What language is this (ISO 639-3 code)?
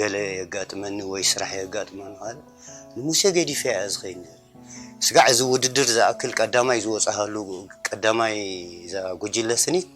tir